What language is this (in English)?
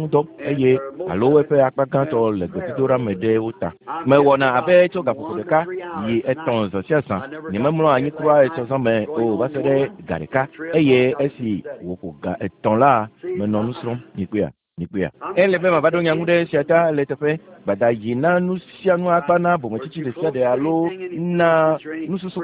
Ewe